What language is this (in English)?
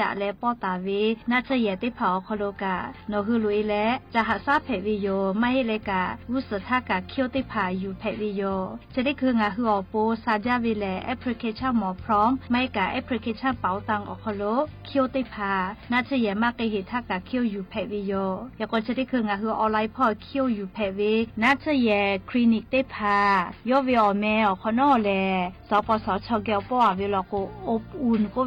Lahu